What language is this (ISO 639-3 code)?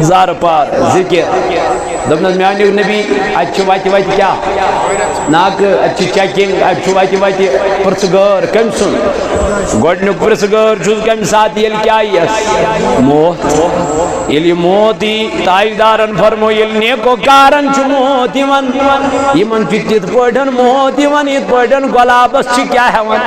kas